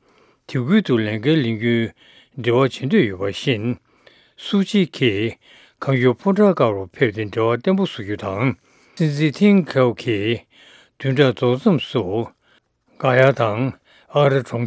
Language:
Tibetan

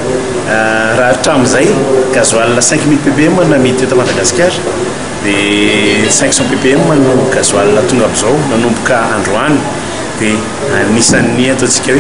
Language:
Malagasy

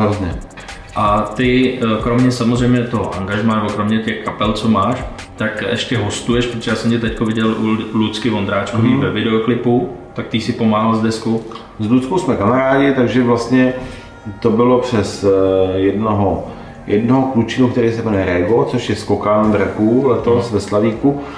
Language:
Czech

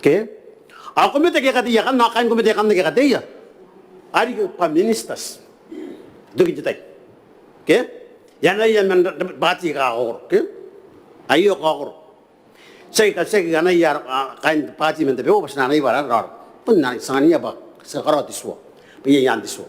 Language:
Gilbertese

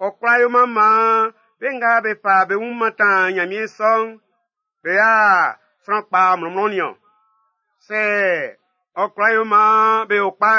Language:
Baoulé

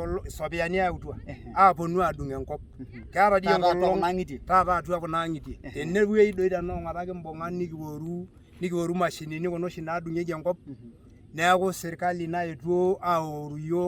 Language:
Masai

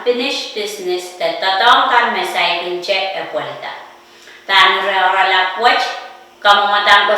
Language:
Pohnpeian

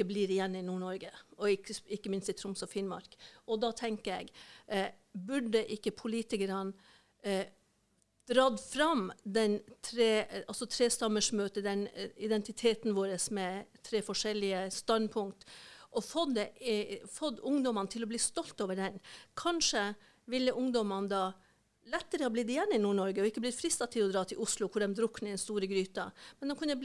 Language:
Norwegian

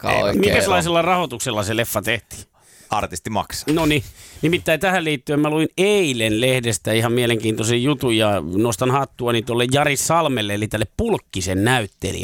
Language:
Finnish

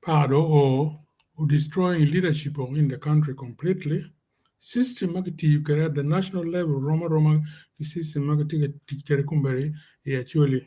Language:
Acoli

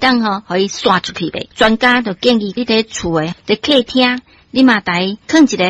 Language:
Min Nan Chinese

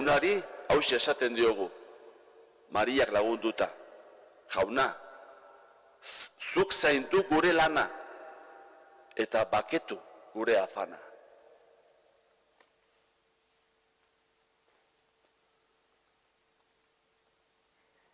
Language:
Basque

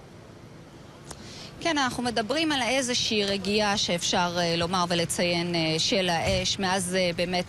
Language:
Hebrew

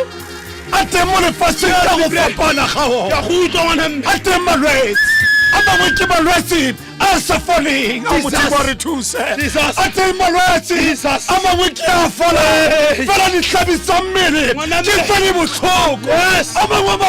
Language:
Tswana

